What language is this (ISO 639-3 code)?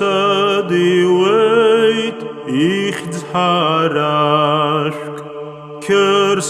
abk